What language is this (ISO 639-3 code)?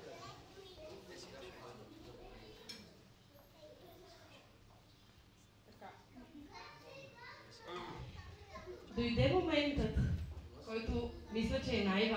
bul